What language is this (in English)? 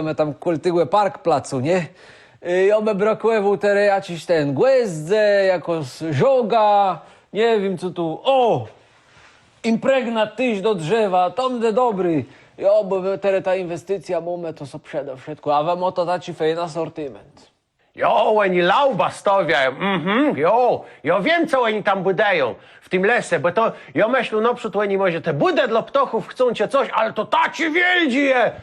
Kashubian